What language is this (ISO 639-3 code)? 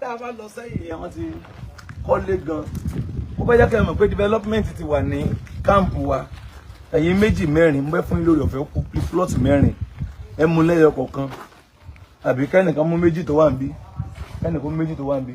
yor